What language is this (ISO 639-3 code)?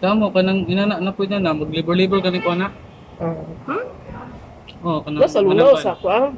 ceb